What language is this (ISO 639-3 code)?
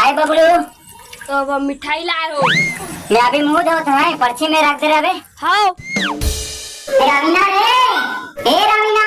hne